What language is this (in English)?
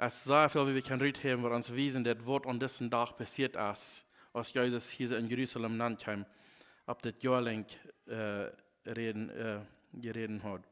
Plautdietsch